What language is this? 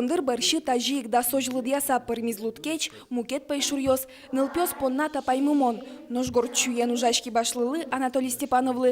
Udmurt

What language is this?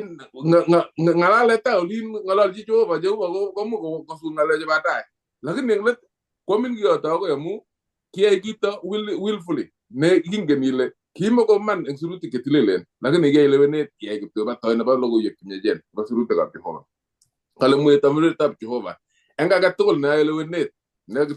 Kalenjin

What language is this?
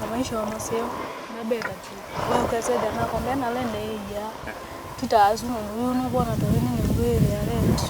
Kamba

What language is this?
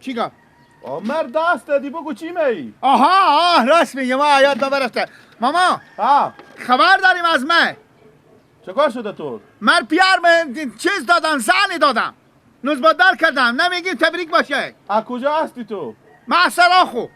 Persian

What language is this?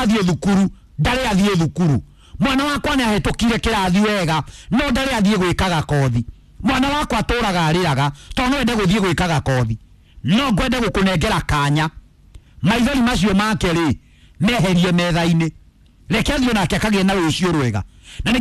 Kikuyu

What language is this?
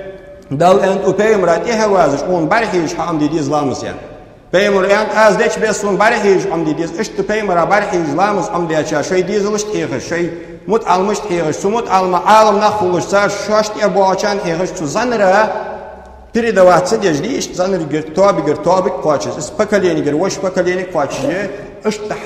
Ingush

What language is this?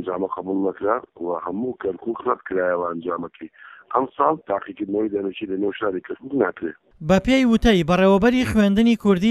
Central Kurdish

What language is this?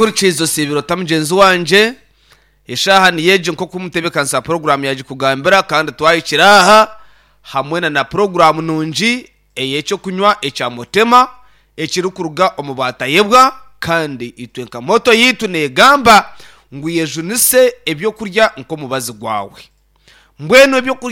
Nyankole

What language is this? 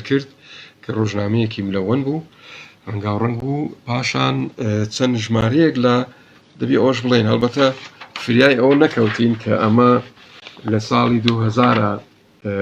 Central Kurdish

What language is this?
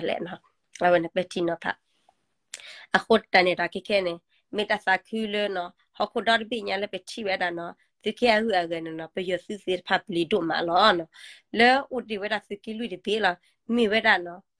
S'gaw Karen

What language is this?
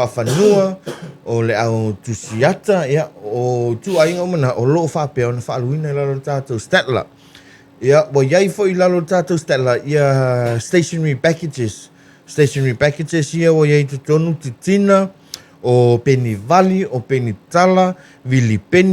Samoan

